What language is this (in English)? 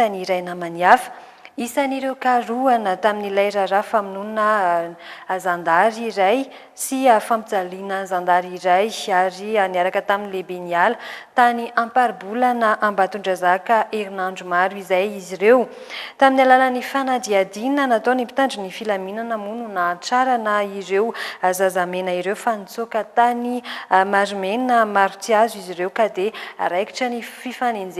Malagasy